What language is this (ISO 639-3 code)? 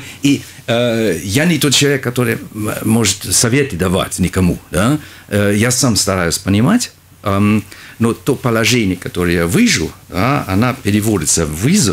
rus